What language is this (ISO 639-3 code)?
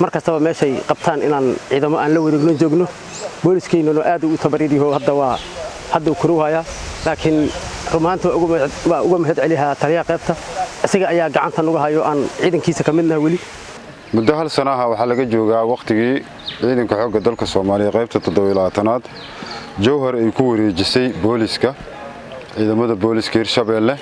som